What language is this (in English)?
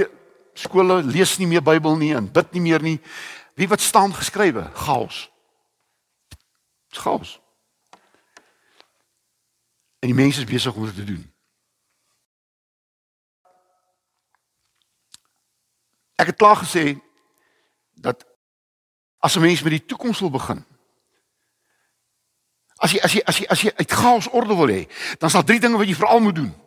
Afrikaans